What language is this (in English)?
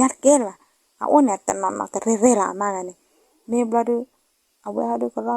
S'gaw Karen